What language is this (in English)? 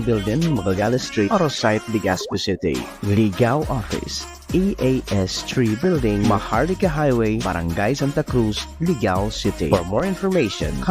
Bikol